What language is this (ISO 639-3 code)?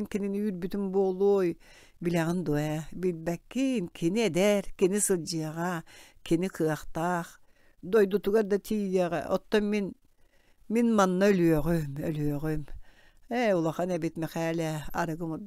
sah